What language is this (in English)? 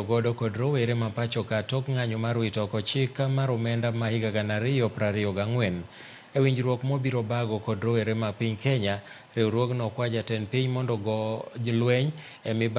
Luo (Kenya and Tanzania)